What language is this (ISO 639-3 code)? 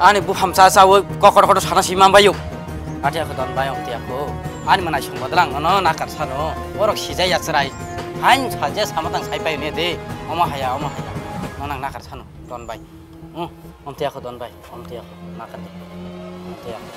trp